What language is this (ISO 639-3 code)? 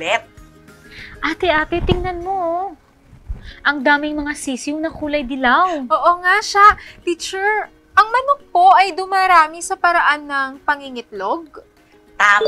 fil